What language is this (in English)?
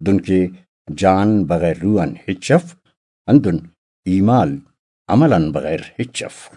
Brahui